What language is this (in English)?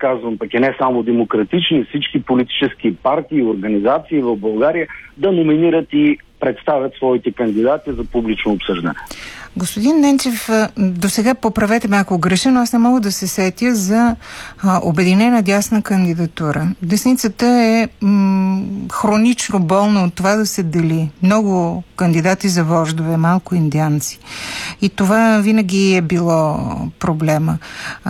Bulgarian